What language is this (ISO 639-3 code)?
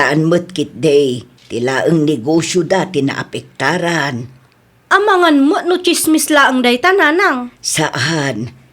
ilo